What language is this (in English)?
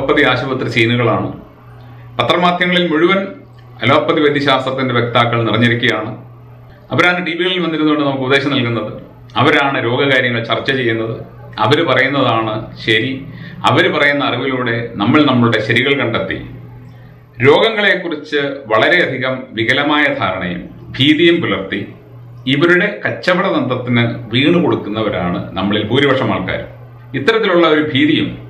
Malayalam